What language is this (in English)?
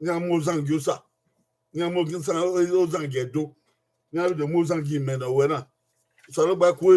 Bini